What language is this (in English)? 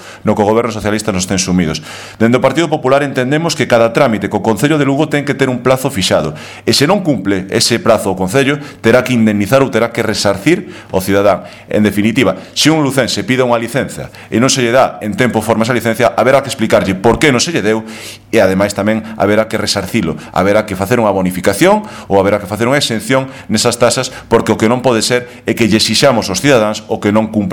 Galician